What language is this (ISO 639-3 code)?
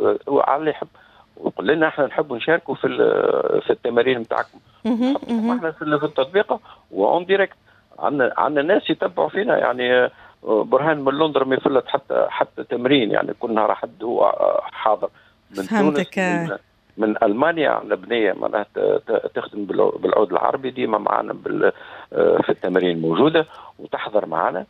aeb